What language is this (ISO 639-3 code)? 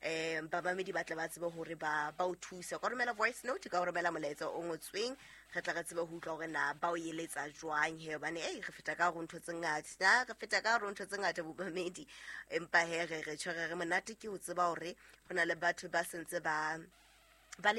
sot